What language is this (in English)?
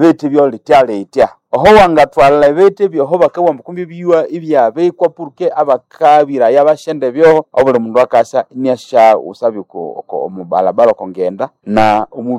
Nande